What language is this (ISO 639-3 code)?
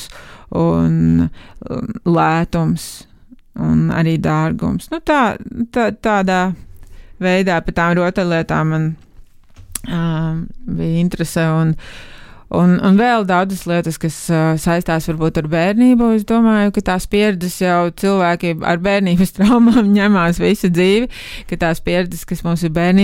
lav